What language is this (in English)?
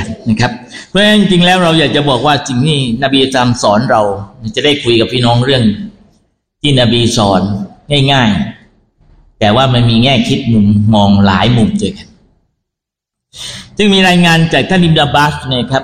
Thai